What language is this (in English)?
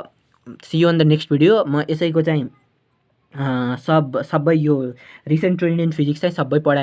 Nepali